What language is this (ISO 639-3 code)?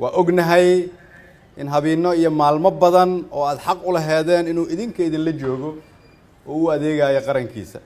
som